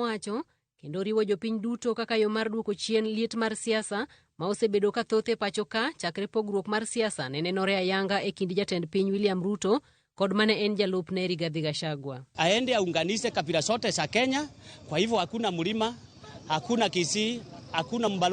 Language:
Luo (Kenya and Tanzania)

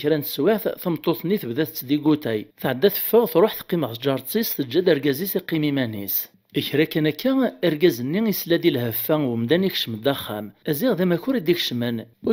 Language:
Kabyle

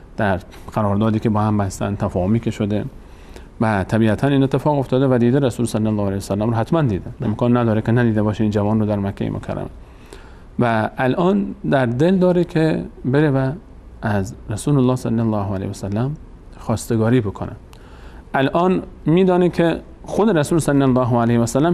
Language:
Persian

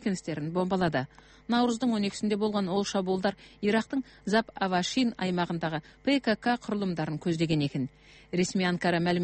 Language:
Kyrgyz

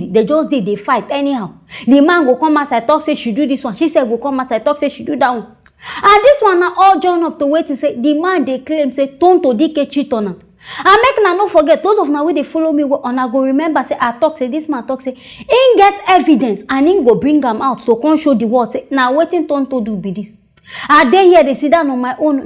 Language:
Nigerian Pidgin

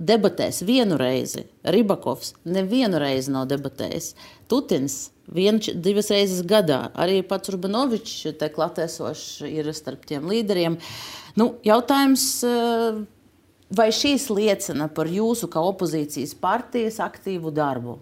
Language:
Latvian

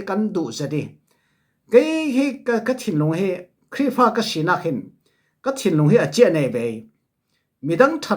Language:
Falam Chin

